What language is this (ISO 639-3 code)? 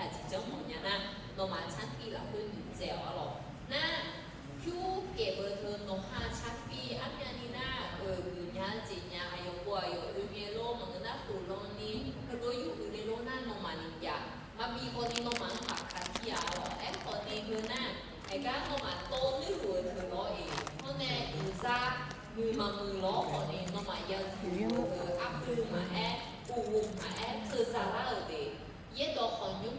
ahk